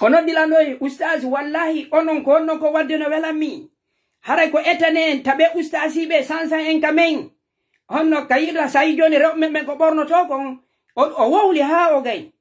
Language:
Pular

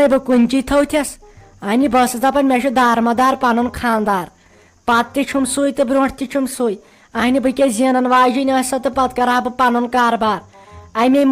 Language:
Kashmiri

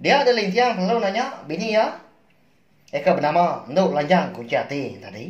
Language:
Iban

